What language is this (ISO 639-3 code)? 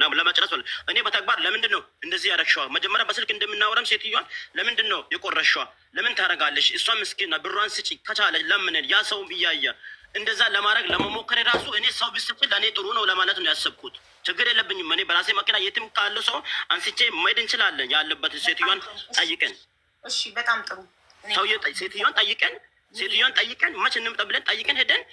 amh